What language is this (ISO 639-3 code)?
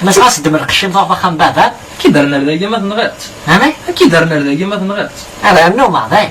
kab